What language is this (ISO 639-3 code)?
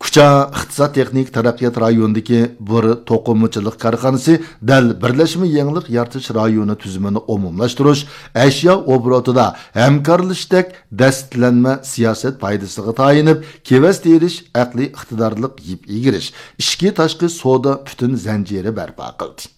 uig